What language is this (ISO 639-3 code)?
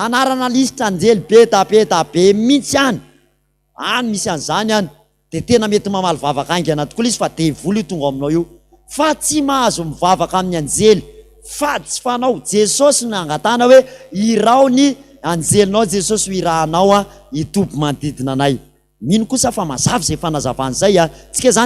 mlg